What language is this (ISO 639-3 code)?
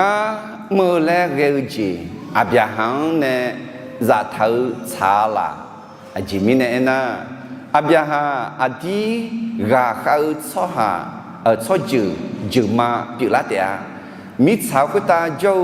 ahk